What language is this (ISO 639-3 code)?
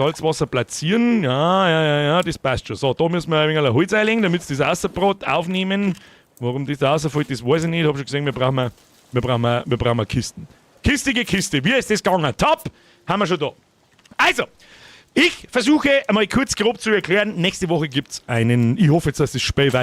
bar